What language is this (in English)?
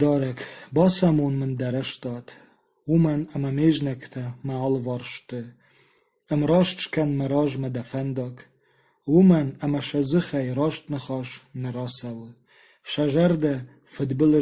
Ossetic